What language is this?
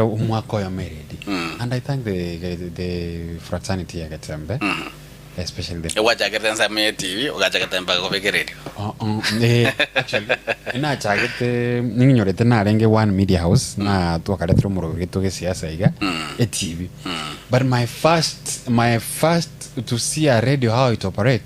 Gusii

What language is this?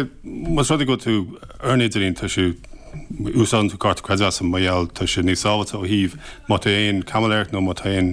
Irish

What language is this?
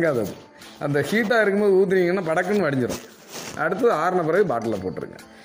Tamil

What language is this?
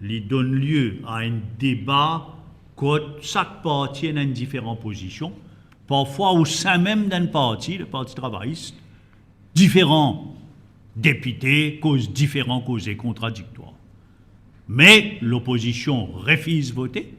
Morisyen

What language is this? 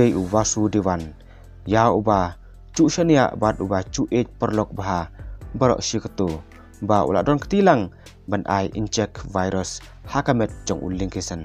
Khasi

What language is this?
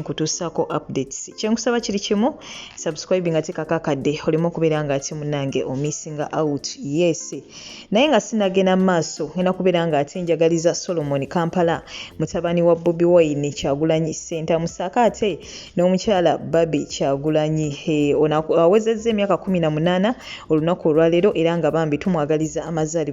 Ganda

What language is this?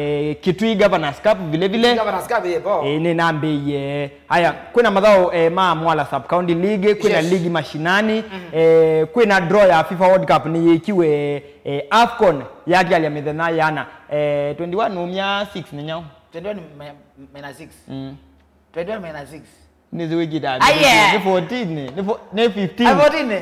Kamba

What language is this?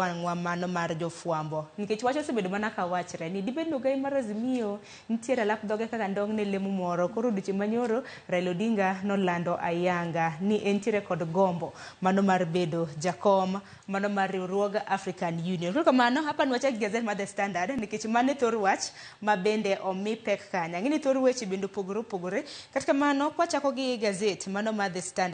Luo (Kenya and Tanzania)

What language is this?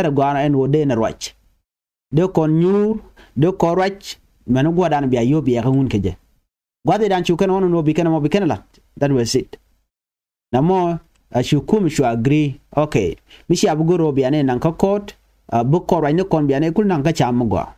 Nuer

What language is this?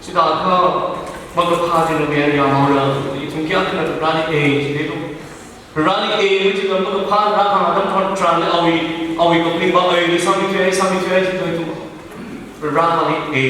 Tangkhul Naga (India)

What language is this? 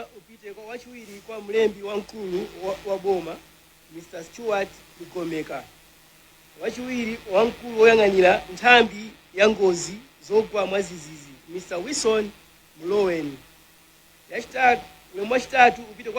Nyanja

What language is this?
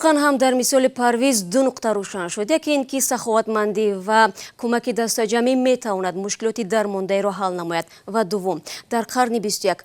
Tajik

